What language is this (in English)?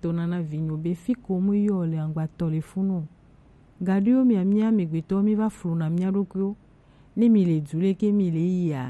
Gen